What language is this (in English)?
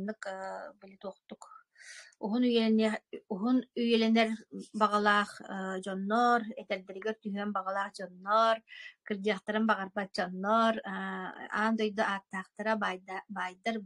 Yakut